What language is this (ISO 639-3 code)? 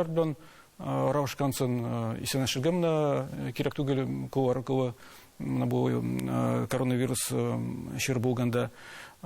tat